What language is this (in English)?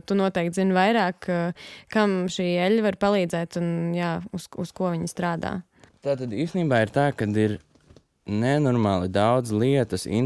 Latvian